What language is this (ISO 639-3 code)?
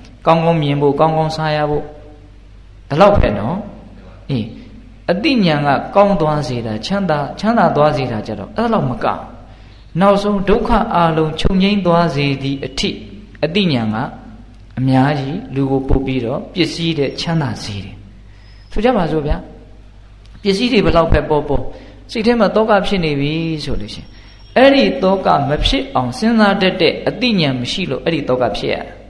mya